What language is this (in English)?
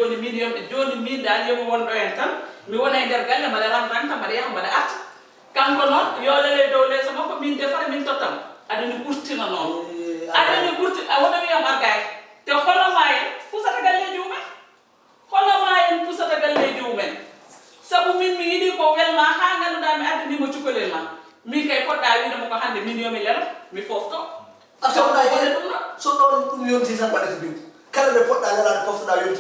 Fula